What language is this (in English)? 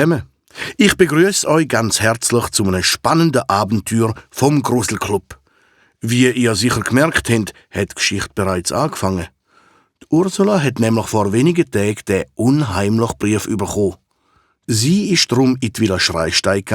Swiss German